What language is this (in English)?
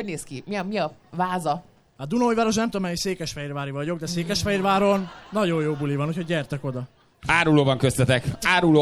Hungarian